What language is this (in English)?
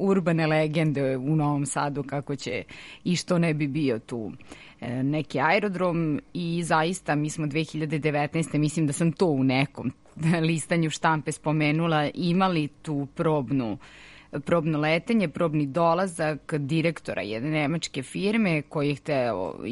Serbian